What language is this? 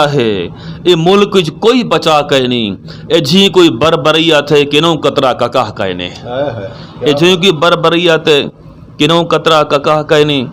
Western Panjabi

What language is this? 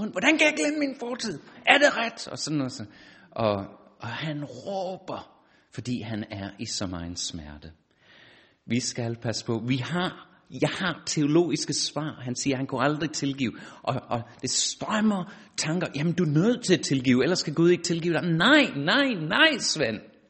Danish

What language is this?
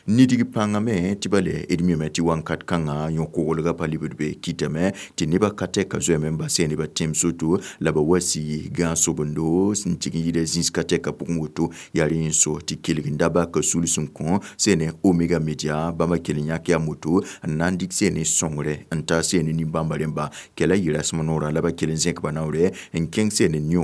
Mossi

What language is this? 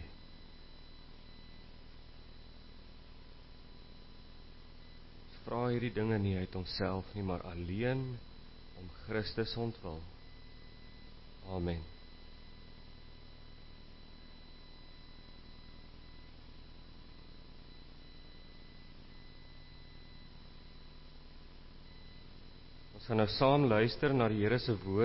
Afrikaans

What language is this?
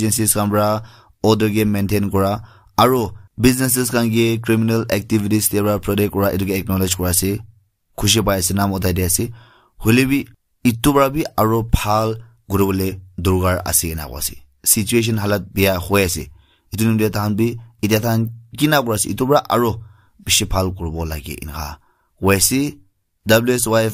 Naga Pidgin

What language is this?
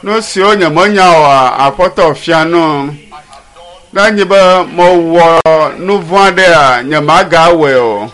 Ewe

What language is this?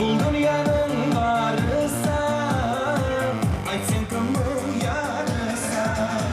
Kara-Kalpak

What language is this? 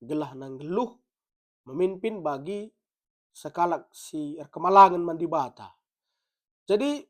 Batak Karo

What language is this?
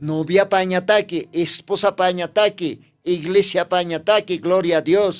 Aymara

